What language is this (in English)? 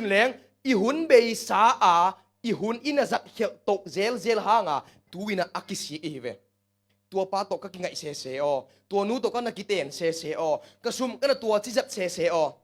Tedim Chin